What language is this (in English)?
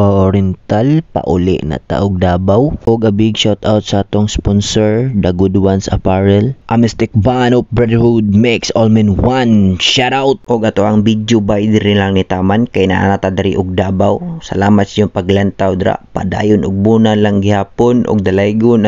Cebuano